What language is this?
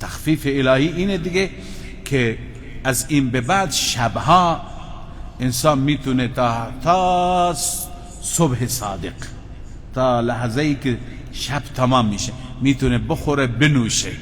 Persian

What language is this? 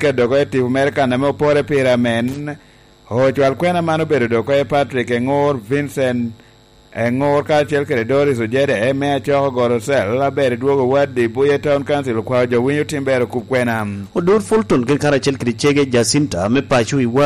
Lango (Uganda)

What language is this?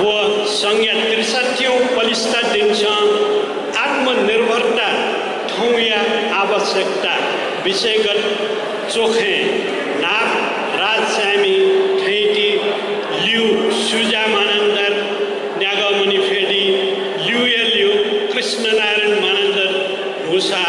Newari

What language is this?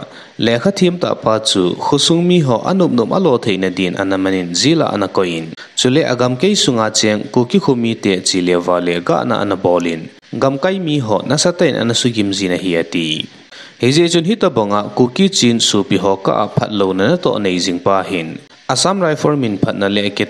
Thado Chin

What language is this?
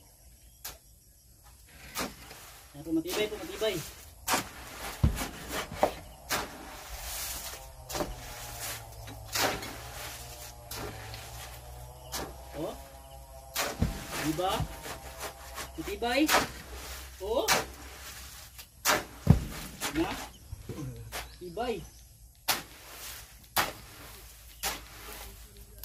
Filipino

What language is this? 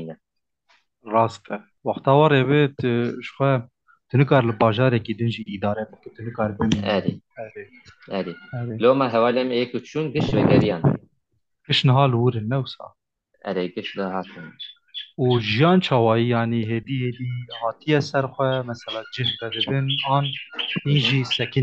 Kurdish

